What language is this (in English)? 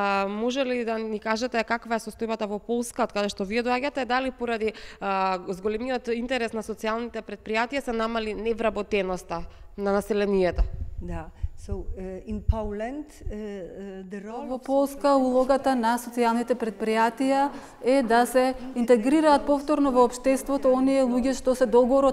Macedonian